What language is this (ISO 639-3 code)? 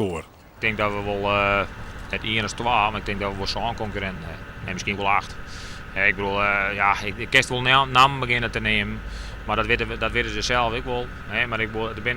fry